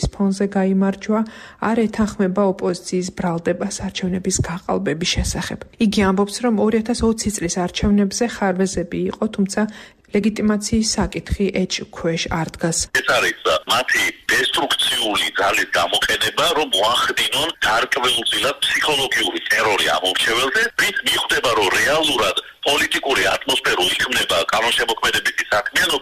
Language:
Georgian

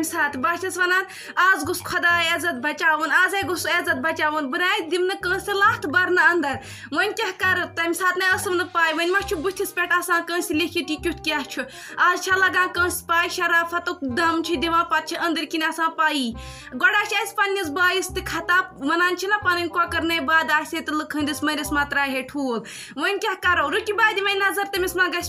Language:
Kashmiri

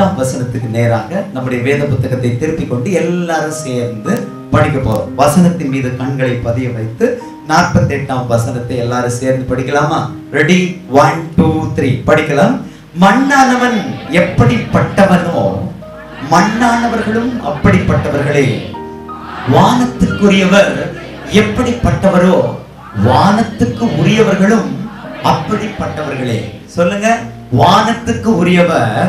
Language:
Tamil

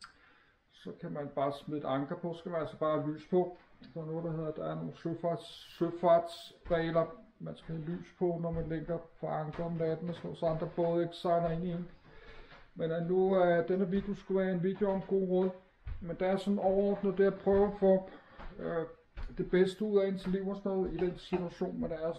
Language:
Danish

